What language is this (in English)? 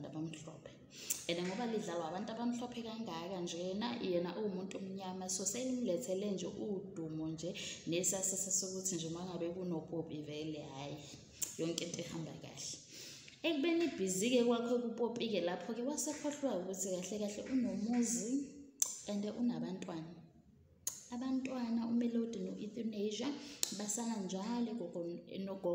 Zulu